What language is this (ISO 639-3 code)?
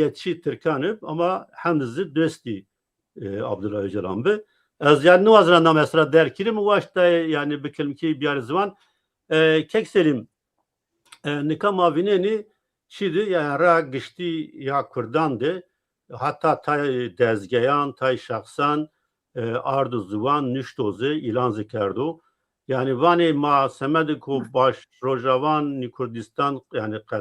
zza